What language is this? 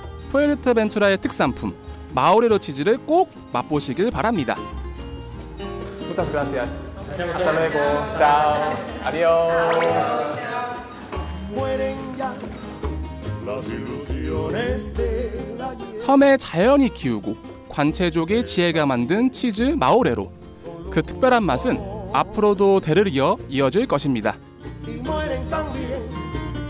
Korean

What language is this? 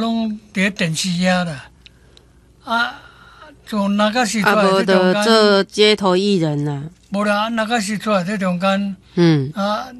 Min Nan Chinese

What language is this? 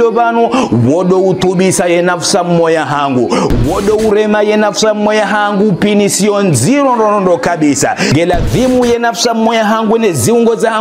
Ngazidja Comorian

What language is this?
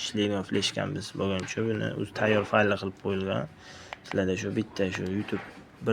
Uzbek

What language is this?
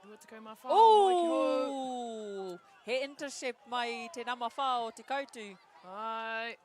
Māori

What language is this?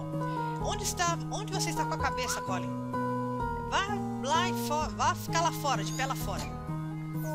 Portuguese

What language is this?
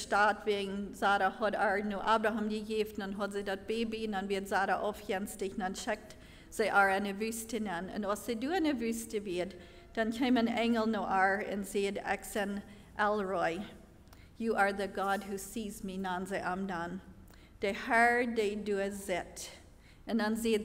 Plautdietsch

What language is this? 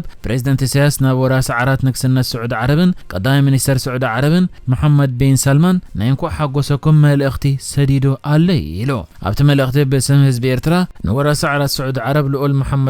Tigrinya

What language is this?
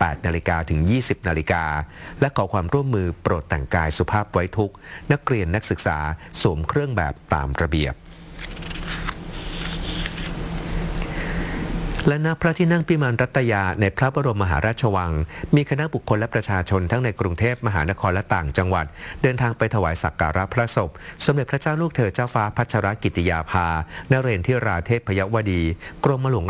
Thai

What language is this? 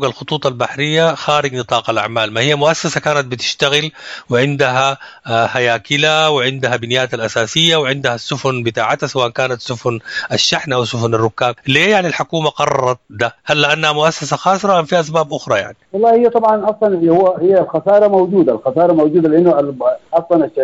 Sudanese Arabic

